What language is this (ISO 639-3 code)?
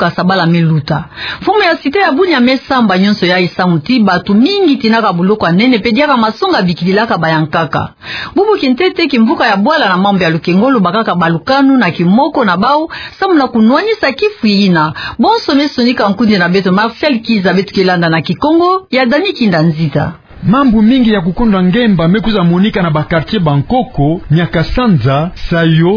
ktu